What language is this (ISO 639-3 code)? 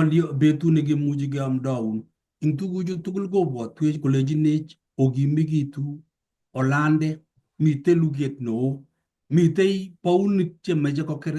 kln